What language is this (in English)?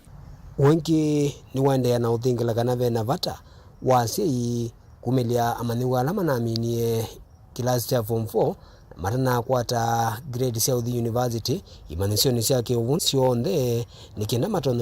Kamba